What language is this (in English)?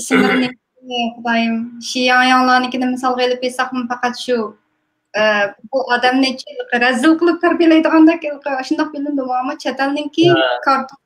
Uyghur